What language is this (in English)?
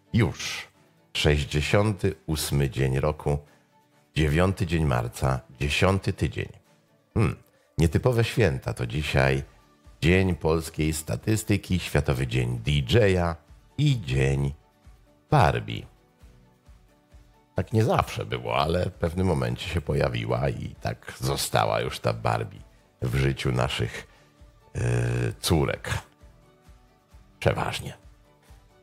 Polish